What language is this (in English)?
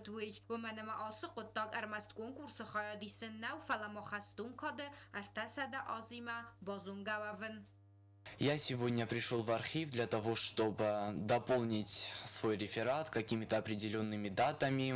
Ossetic